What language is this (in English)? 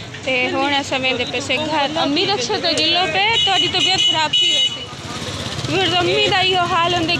Saraiki